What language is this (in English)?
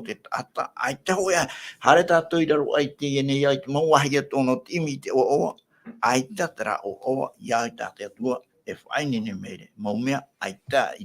Tahitian